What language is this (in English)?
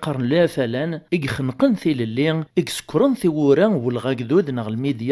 Kabyle